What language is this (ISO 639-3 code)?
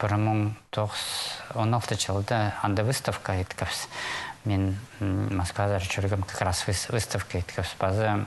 kjh